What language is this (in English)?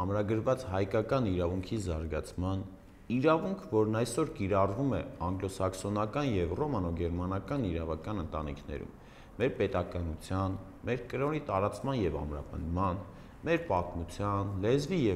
Armenian